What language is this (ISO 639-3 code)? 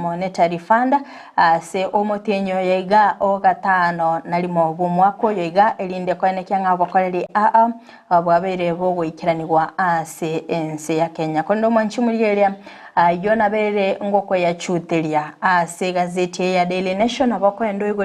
guz